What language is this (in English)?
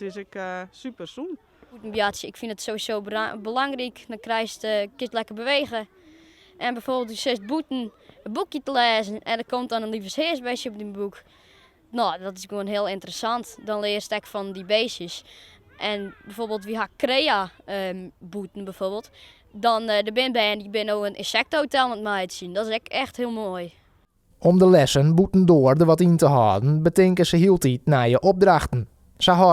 Western Frisian